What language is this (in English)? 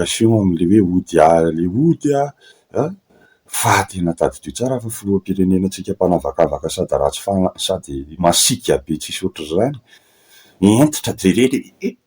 Malagasy